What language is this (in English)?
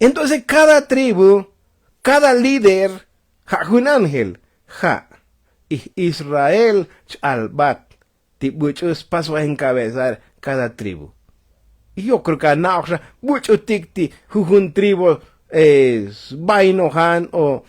Tzotzil